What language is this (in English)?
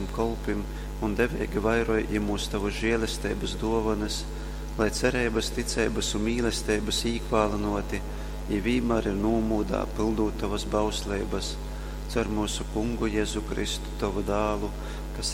Latgalian